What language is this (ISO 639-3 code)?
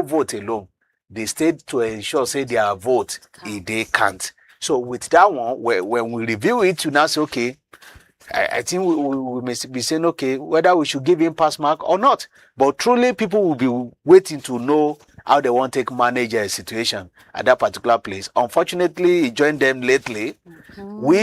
pcm